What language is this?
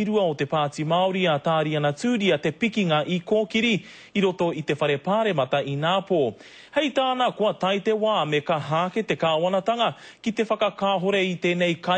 Māori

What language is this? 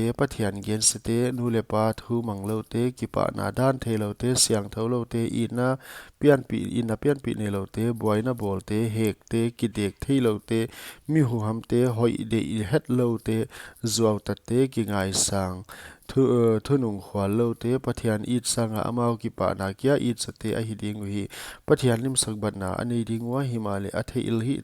Paite Chin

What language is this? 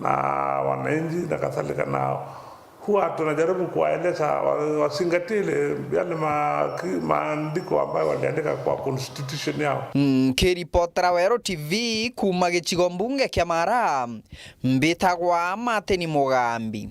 Meru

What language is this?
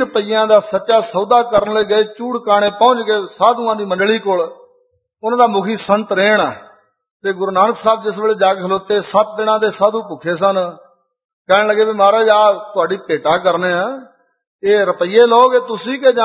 Punjabi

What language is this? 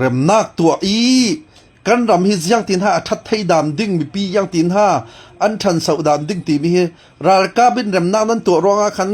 Falam Chin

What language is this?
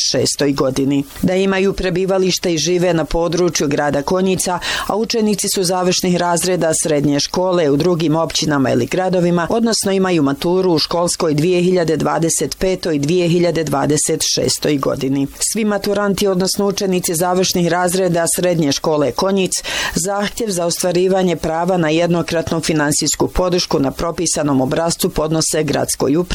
Bosnian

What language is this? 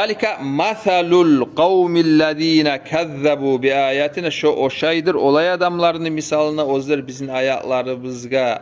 Kumyk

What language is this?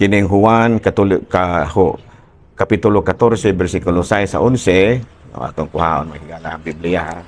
Cebuano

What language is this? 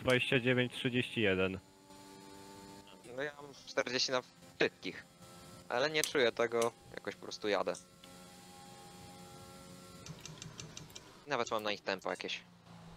Polish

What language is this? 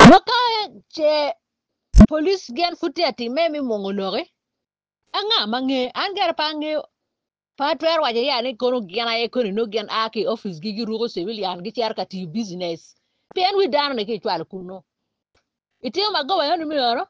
Acoli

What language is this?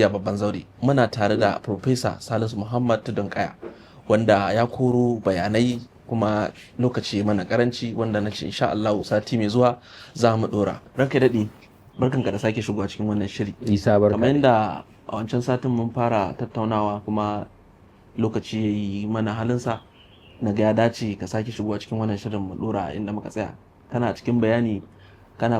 Hausa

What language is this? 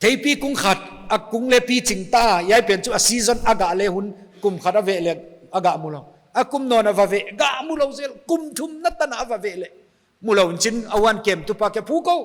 Paite Chin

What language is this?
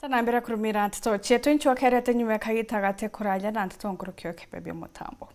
Meru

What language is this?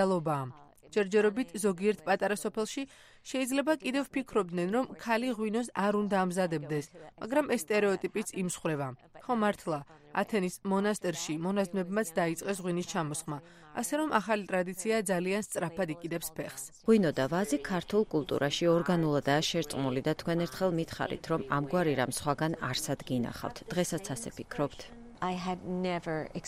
Georgian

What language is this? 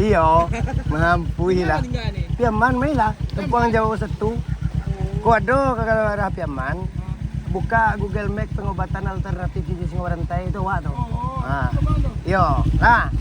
Minangkabau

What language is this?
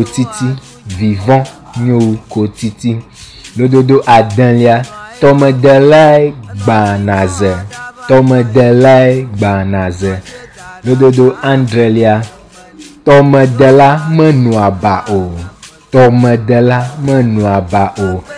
Ewe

